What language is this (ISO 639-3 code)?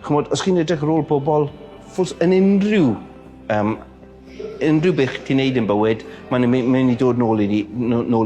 cym